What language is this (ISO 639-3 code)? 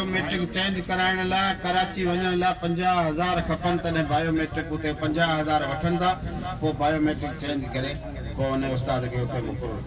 snd